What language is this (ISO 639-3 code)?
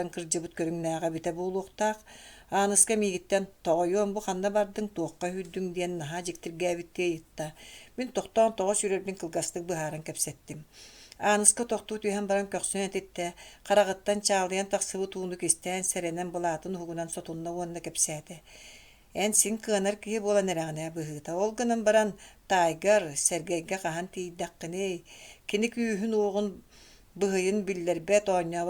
sah